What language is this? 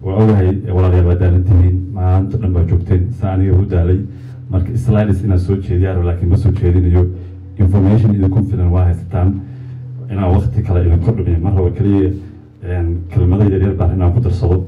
Somali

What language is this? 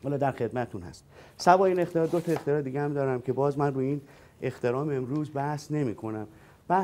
Persian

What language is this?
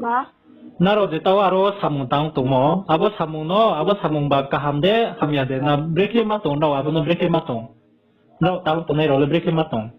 Riang (India)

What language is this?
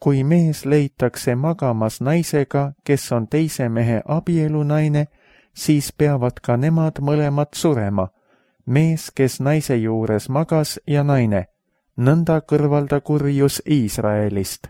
Estonian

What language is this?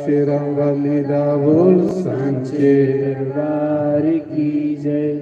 Dogri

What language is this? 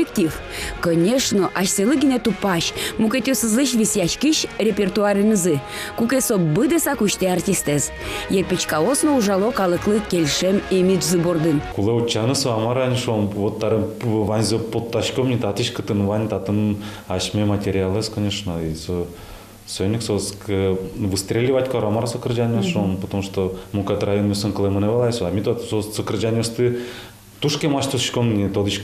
Udmurt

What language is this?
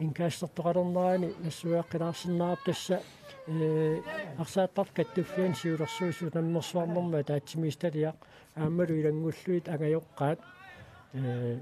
Kalaallisut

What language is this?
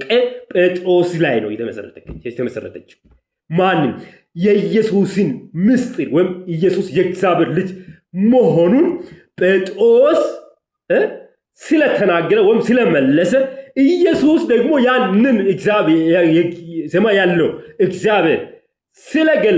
Amharic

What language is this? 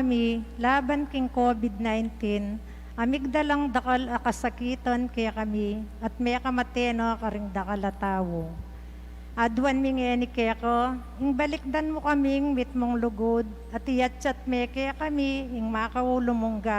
Pampanga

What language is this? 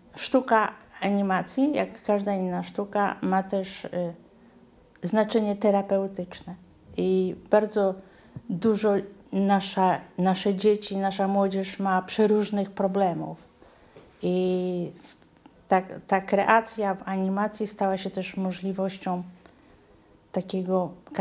Polish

